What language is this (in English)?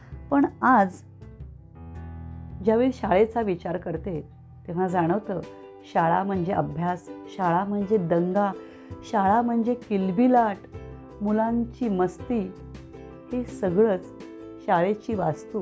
Marathi